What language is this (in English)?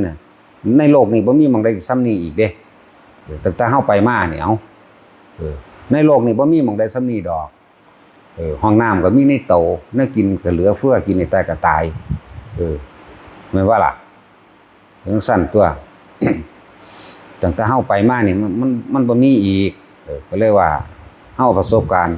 Lao